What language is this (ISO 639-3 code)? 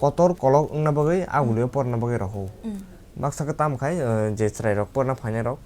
trp